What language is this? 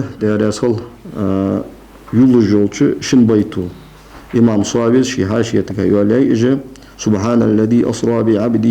Ingush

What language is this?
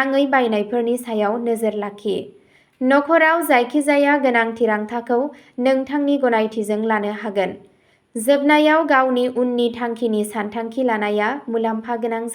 Bodo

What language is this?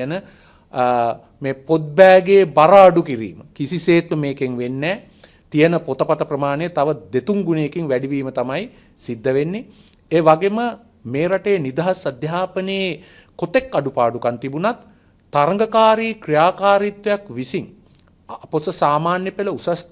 Sinhala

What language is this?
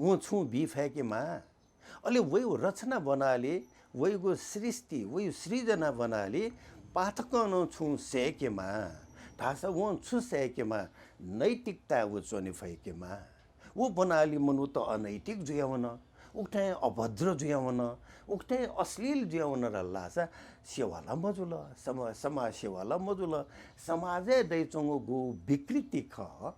Newari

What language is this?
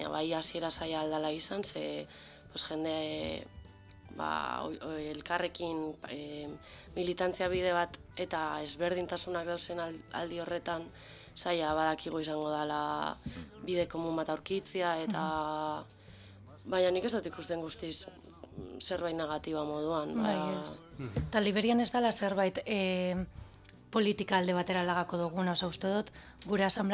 Basque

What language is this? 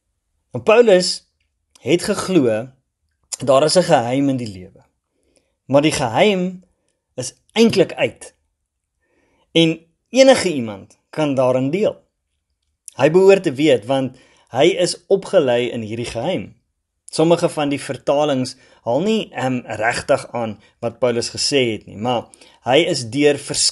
Afrikaans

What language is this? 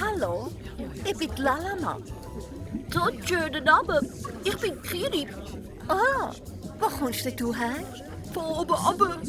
Swiss German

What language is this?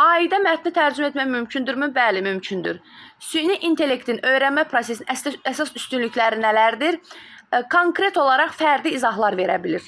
Azerbaijani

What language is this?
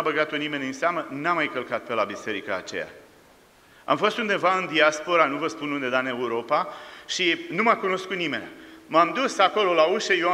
Romanian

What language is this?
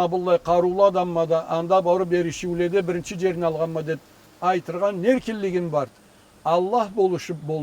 Karachay-Balkar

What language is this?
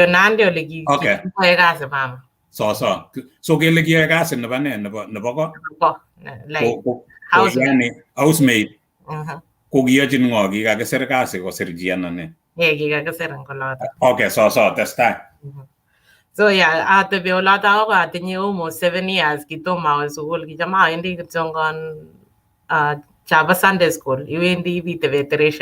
Kalenjin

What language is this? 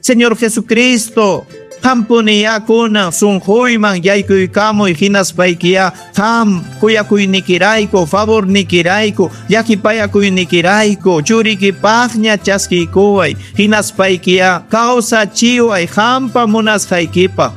Ayacucho Quechua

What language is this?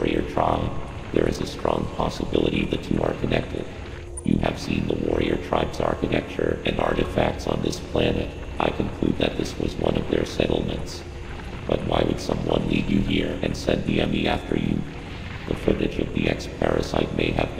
English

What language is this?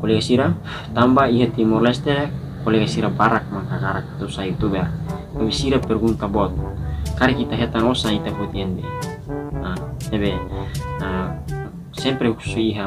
Tetum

